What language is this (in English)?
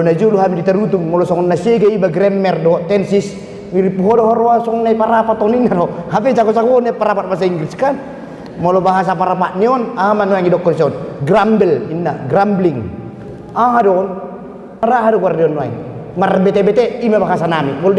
Batak Toba